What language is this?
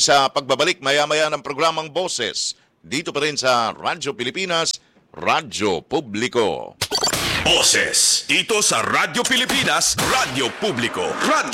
Filipino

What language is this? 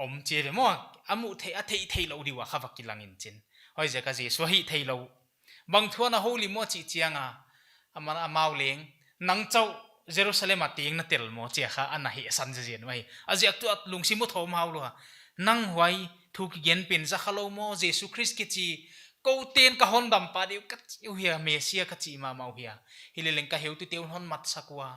Paite Chin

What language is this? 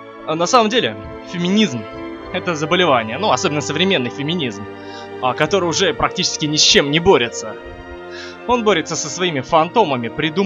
Russian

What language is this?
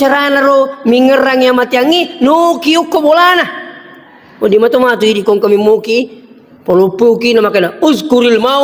Buginese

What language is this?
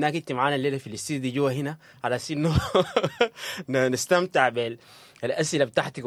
Sudanese Arabic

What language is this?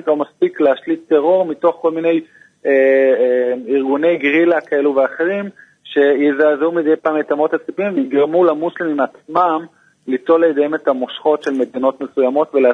Hebrew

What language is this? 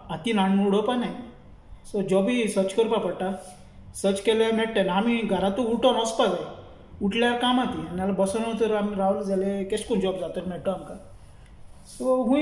Konkani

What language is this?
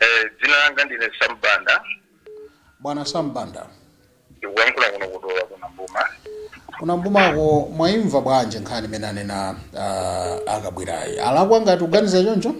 Nyanja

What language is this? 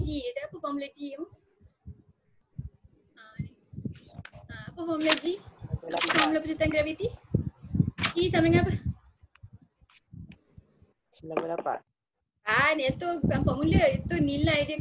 Malay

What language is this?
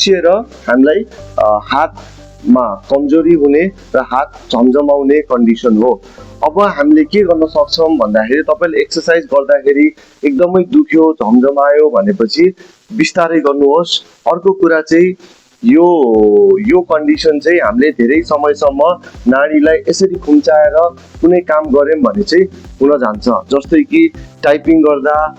Nepali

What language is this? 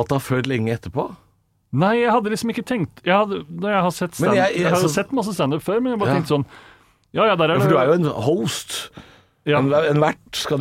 Norwegian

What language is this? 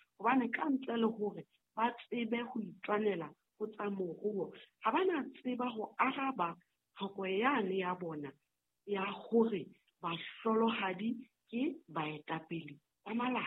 Southern Sotho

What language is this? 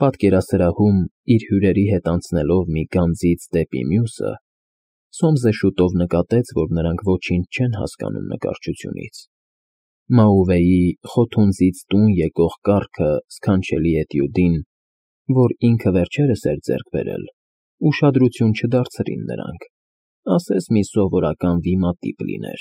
Armenian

